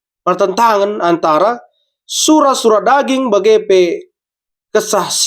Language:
Batak Karo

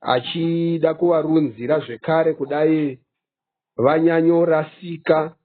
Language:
Shona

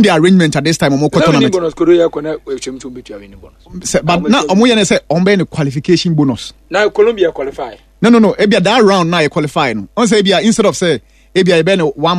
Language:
Akan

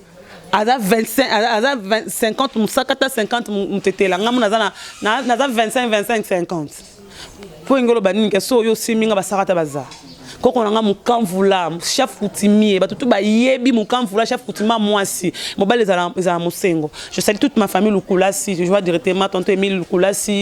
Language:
Lingala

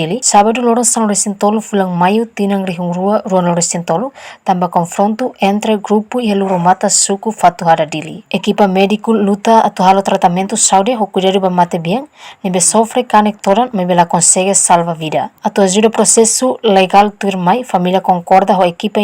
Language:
Tetum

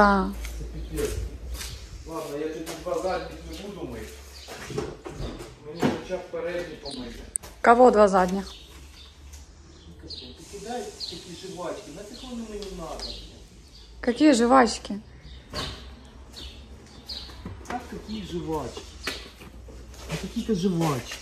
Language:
Ukrainian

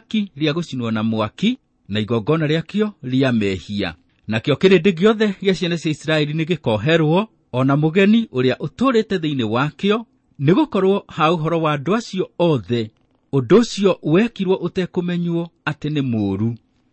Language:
Kikuyu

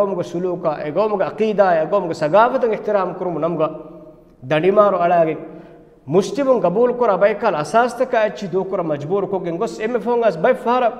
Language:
Divehi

